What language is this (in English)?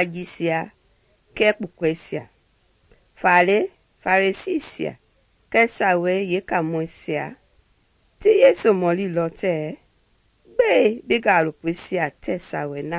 Mende